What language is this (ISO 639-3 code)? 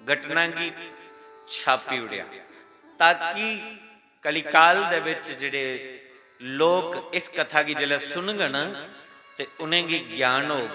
doi